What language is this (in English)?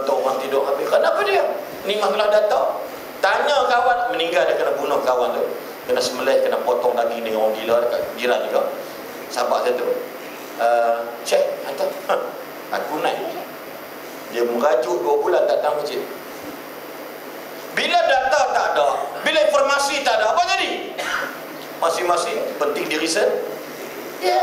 Malay